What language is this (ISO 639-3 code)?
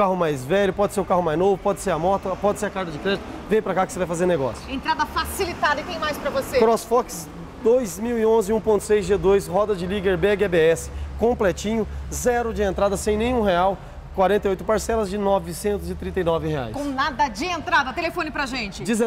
por